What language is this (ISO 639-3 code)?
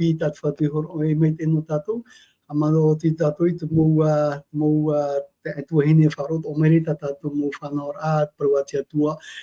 tah